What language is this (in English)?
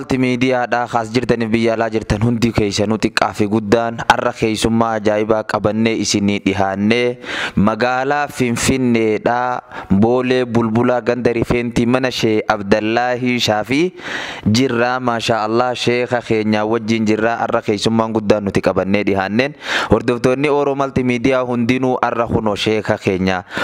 Oromo